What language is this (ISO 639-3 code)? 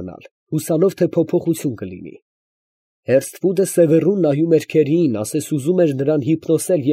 hye